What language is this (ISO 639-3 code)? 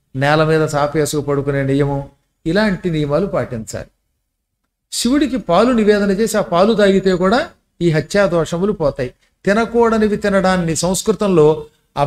tel